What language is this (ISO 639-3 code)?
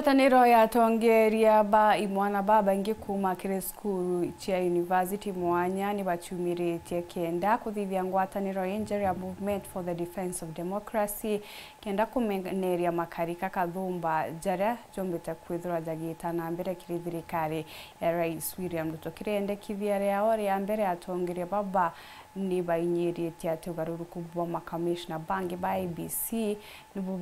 mer